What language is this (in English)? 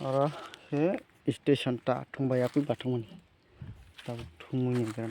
Kok Borok